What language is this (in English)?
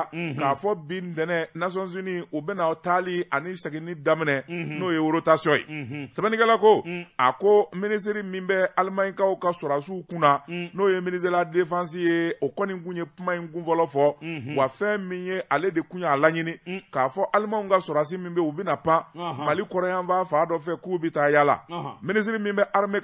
Bambara